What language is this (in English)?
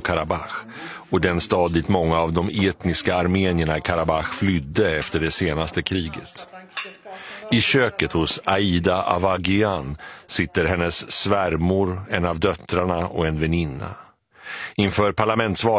Swedish